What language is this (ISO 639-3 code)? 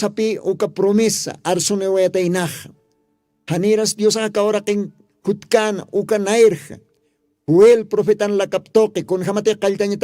aym